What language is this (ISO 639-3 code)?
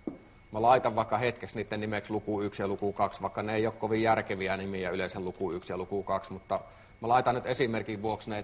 fin